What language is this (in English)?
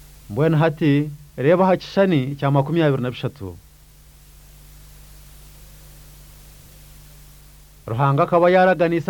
Kinyarwanda